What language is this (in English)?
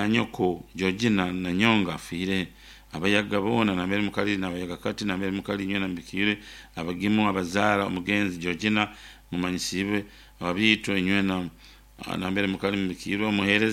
Nyoro